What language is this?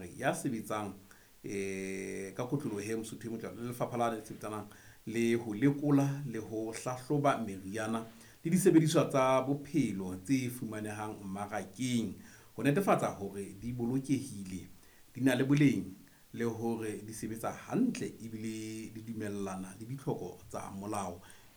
Southern Sotho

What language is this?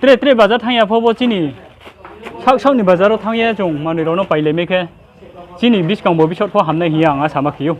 Riang (India)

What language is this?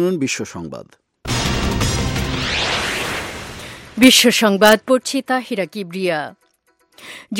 Bangla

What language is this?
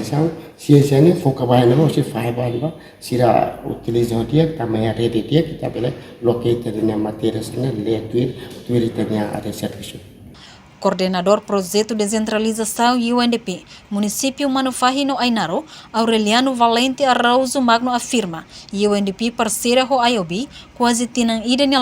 Tetum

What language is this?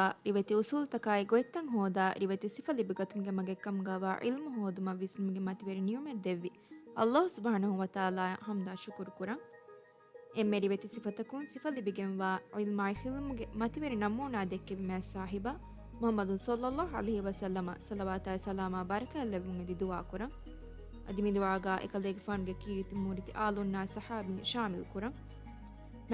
Divehi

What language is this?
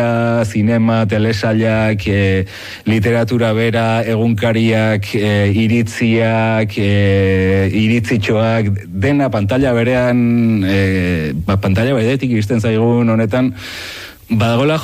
Basque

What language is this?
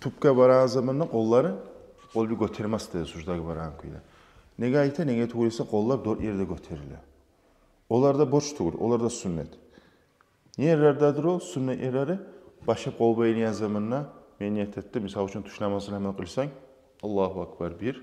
Kumyk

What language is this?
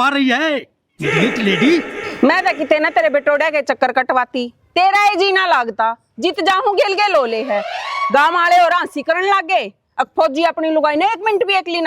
Haryanvi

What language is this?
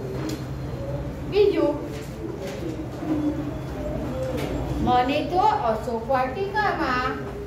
Gujarati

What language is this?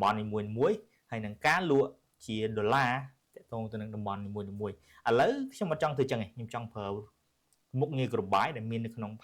Khmer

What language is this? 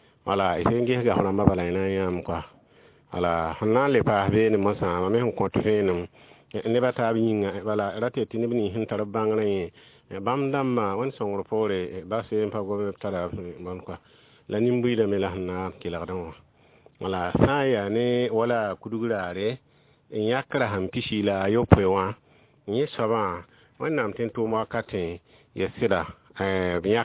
Mossi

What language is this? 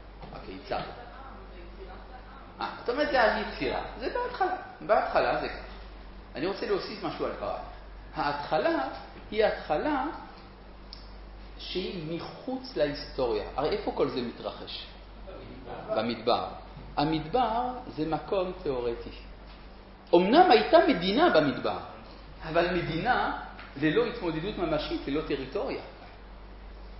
Hebrew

